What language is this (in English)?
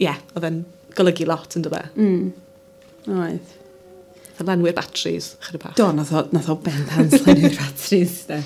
Welsh